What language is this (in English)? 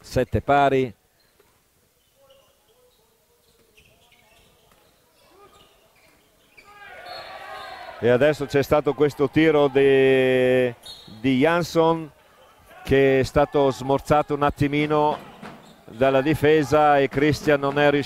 Italian